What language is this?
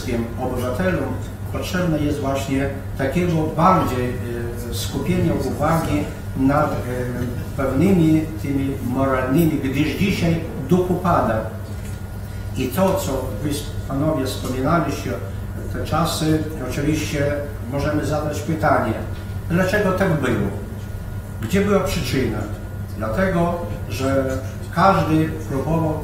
Polish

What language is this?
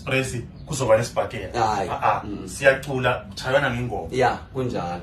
Zulu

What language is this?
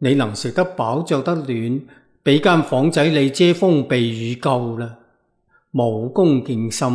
Cantonese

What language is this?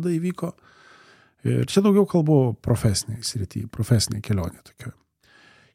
Lithuanian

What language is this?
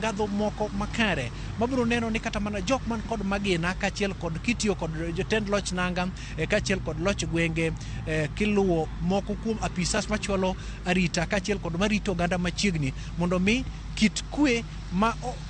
Luo (Kenya and Tanzania)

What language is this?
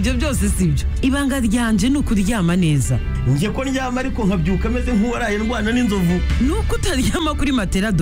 Kinyarwanda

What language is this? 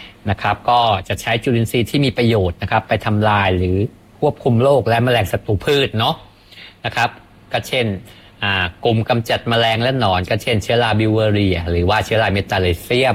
Thai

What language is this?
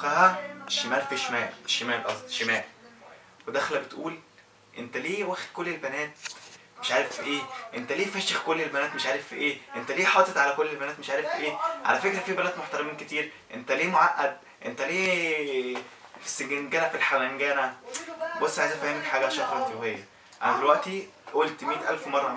Egyptian Arabic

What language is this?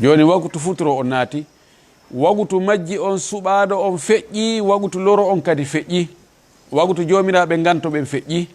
Fula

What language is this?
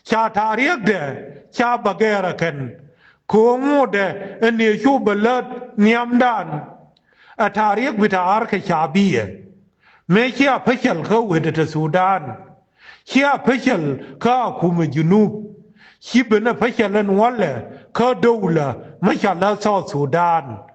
Nuer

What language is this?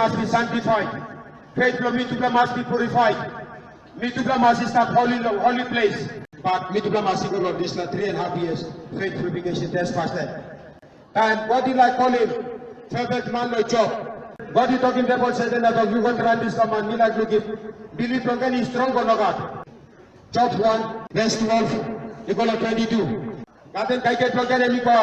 Tok Pisin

